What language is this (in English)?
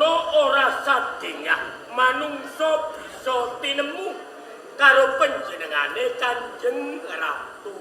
Javanese